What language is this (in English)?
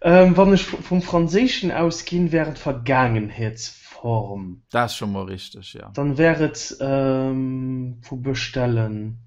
Luxembourgish